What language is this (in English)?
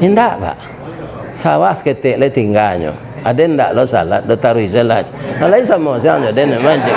Minangkabau